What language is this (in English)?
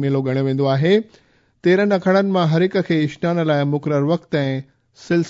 Sindhi